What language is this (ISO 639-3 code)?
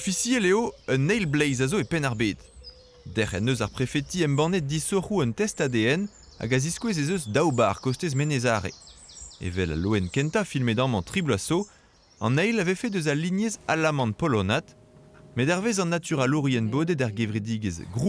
bre